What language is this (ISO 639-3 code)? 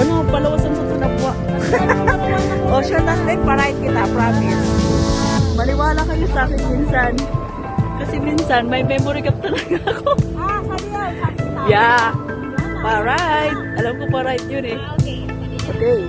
bto